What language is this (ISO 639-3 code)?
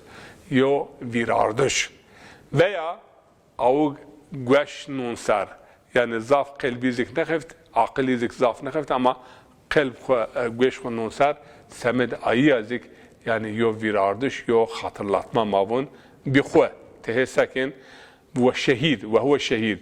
zza